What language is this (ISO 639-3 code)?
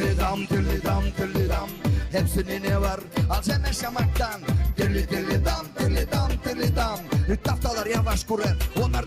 gag